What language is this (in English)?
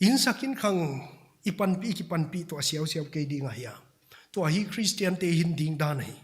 Paite Chin